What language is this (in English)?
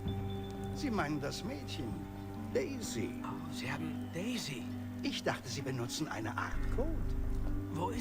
Swiss German